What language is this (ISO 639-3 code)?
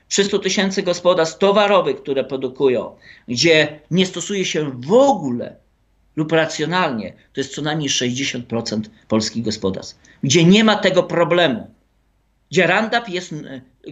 pol